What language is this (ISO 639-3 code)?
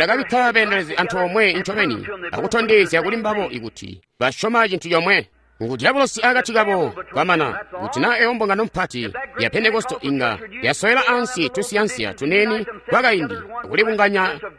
toi